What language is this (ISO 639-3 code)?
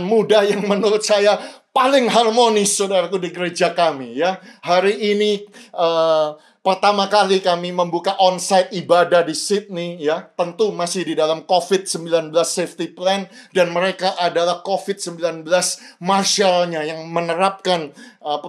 ind